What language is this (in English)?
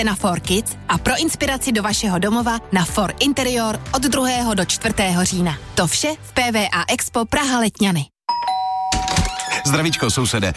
Czech